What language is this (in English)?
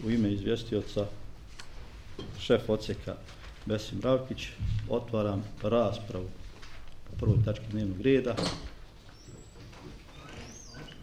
Bosnian